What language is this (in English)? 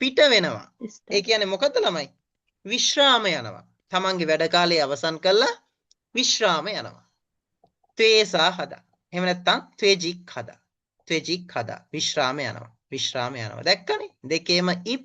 Sinhala